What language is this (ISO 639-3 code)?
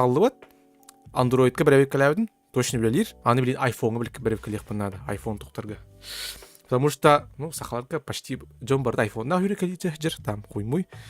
sah